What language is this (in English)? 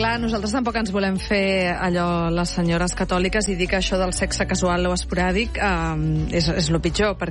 Catalan